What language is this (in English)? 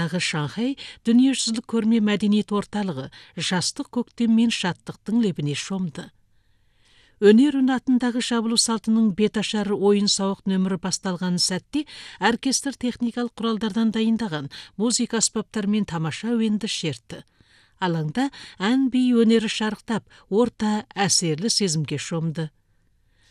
Kazakh